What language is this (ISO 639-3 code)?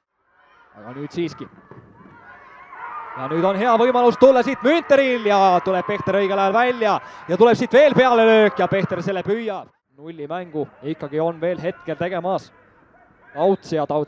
est